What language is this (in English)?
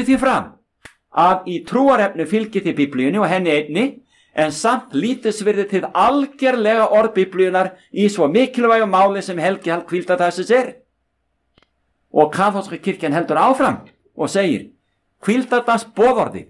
Icelandic